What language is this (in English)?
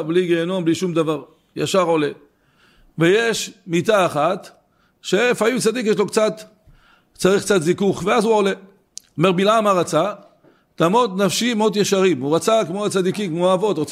Hebrew